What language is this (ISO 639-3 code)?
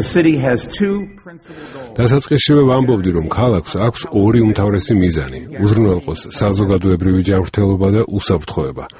kat